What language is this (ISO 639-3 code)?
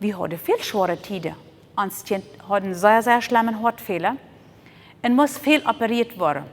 pdt